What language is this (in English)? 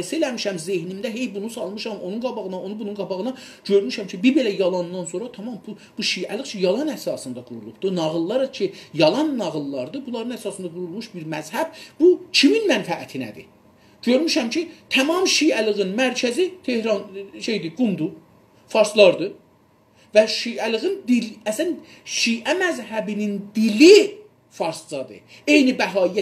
South Azerbaijani